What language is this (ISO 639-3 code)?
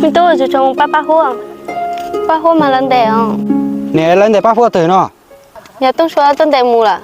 hmn